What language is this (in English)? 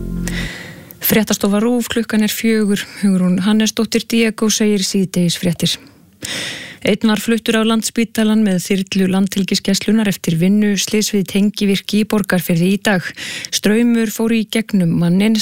Icelandic